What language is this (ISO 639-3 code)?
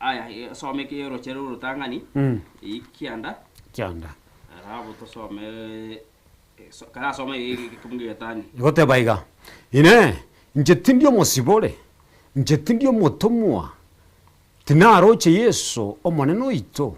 guz